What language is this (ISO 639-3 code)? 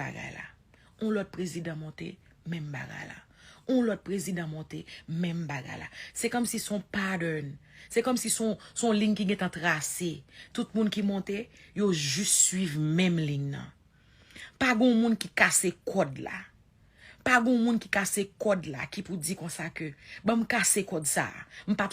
hat